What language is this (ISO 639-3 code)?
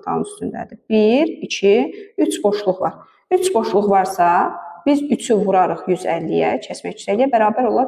aze